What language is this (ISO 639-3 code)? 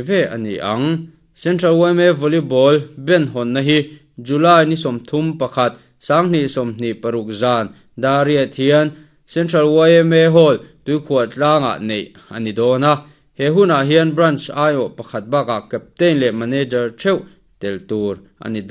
lus